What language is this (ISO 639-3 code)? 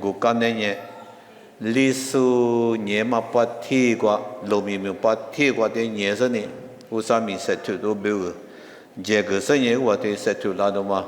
lis